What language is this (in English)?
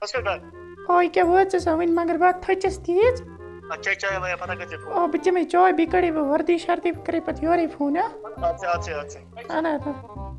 Kashmiri